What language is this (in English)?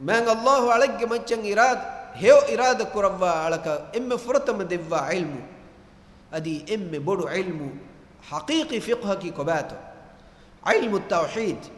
Divehi